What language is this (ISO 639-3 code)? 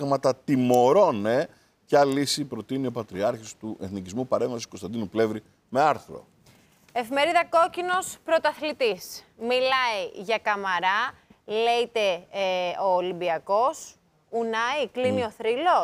ell